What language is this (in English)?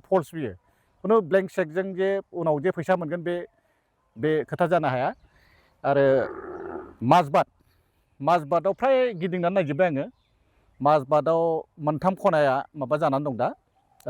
Bodo